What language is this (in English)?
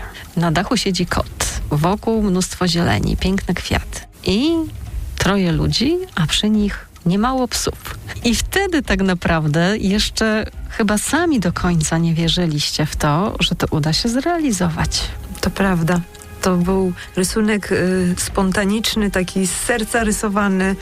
Polish